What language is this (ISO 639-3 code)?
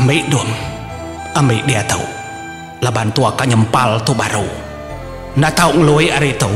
iba